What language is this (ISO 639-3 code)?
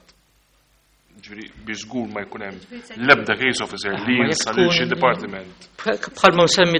mlt